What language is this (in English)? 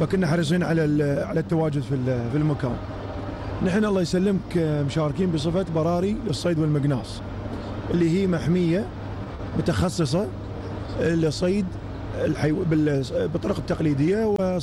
Gulf Arabic